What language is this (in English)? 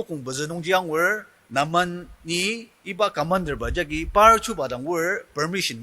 Ao Naga